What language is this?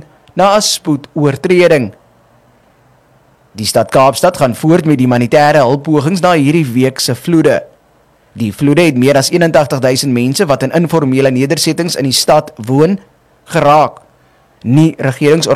Afrikaans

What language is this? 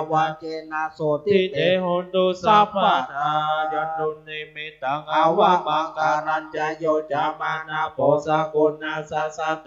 Pali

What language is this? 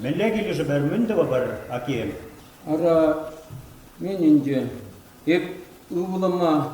Chuvash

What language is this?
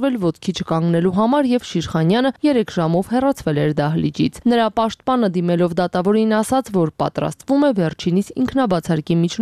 Armenian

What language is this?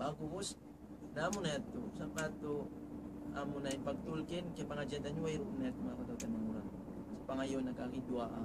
Tausug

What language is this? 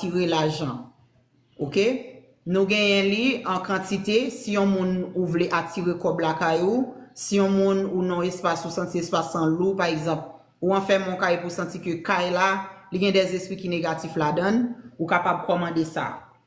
Haitian Creole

